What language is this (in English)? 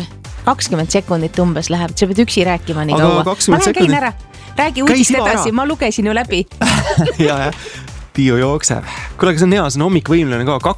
Estonian